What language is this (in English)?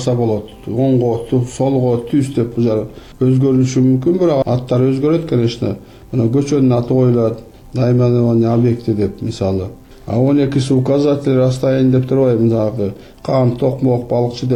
Kyrgyz